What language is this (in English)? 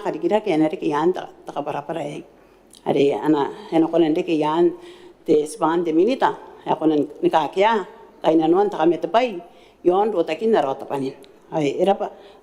Gilbertese